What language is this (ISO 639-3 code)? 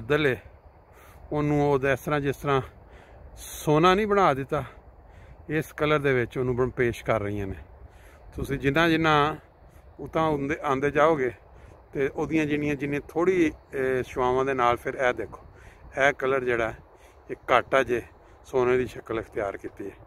pan